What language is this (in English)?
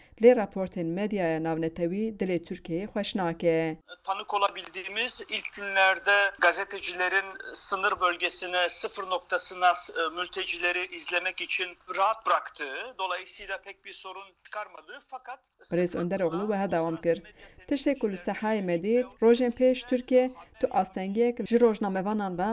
Kurdish